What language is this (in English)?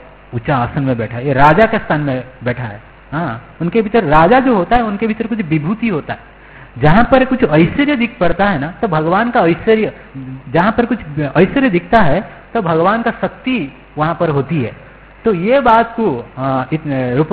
Hindi